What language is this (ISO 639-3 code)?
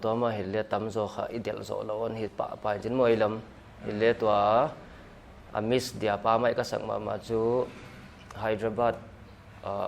pck